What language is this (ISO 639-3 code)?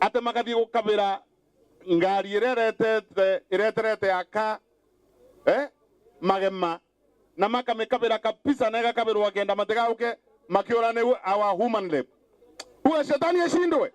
mer